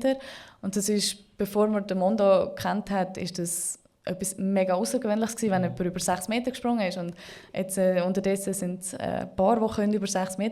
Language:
Swiss German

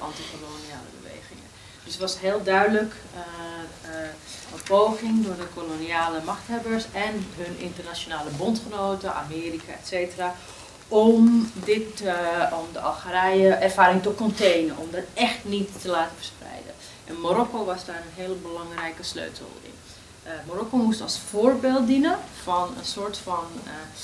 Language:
Dutch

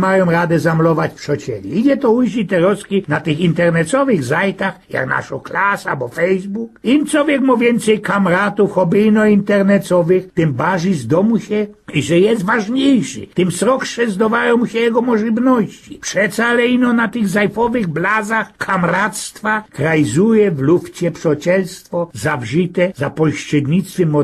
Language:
Silesian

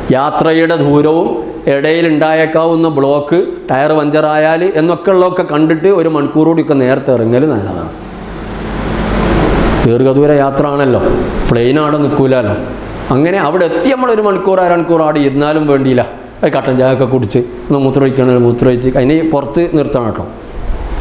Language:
Malayalam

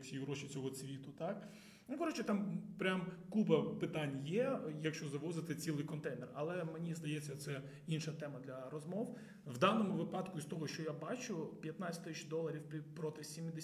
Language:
Ukrainian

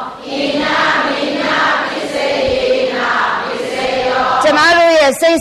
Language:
Burmese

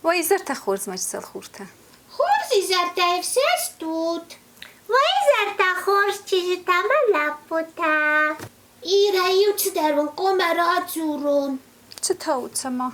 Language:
Ossetic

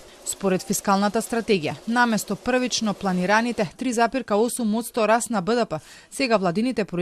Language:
Macedonian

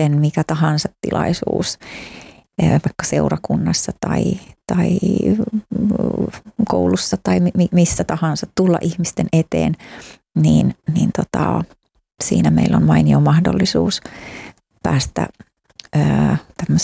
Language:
Finnish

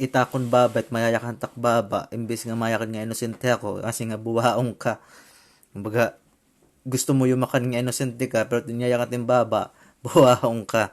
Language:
Waray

